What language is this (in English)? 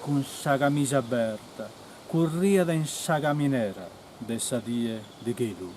Sardinian